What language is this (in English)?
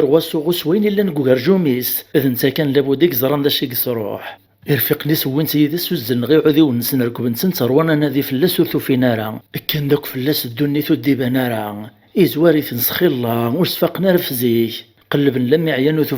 Kabyle